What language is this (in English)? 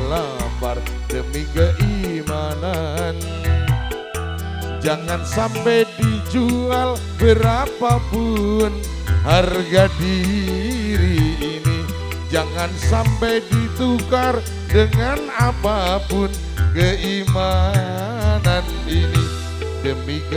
Indonesian